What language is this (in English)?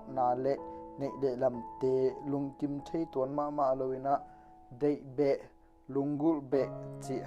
Tedim Chin